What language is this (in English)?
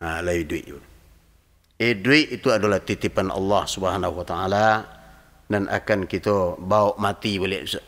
Minangkabau